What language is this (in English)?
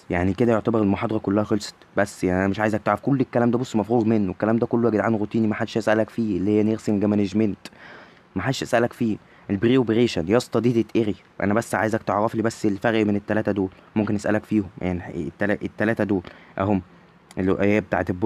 Egyptian Arabic